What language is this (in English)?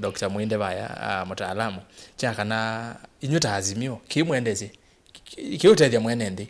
Kamba